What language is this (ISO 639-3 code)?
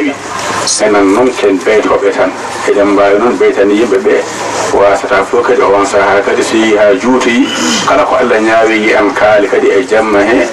ful